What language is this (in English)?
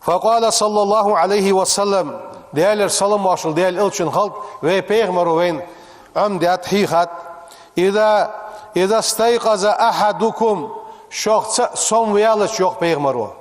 Ingush